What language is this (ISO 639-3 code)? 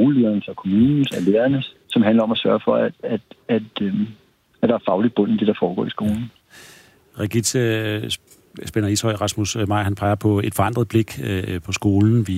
dan